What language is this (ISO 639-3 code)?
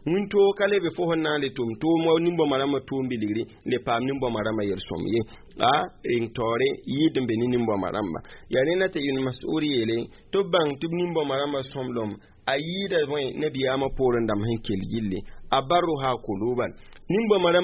mos